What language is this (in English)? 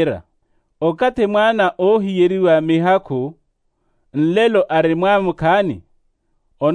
Makhuwa